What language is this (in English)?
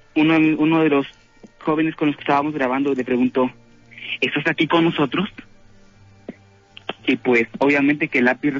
Spanish